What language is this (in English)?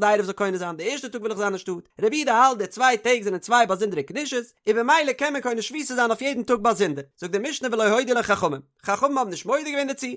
Yiddish